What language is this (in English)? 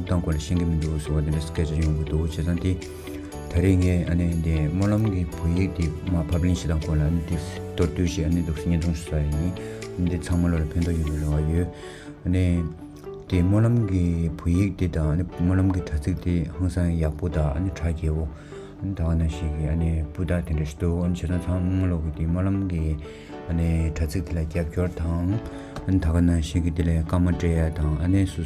Tibetan